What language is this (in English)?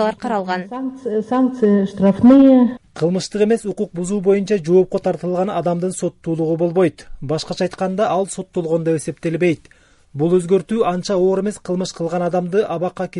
Kyrgyz